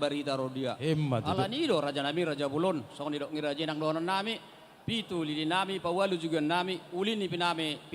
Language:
Batak Toba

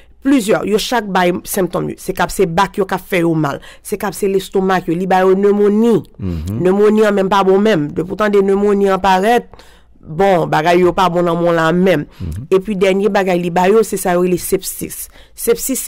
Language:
Haitian Creole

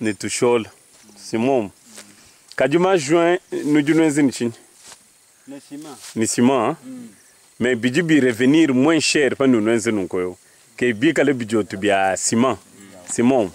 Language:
Luba-Lulua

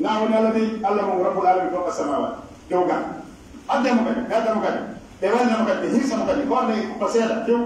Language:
Pular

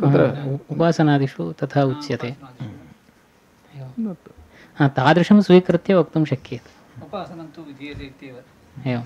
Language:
Sanskrit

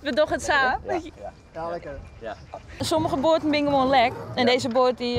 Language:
Western Frisian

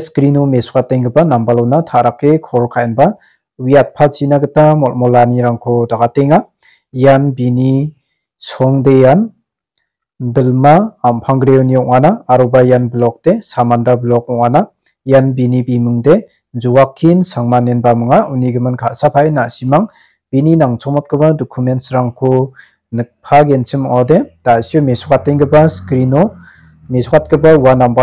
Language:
Garo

